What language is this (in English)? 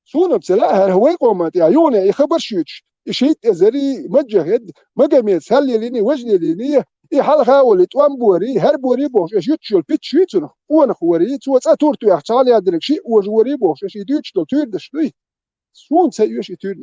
Chechen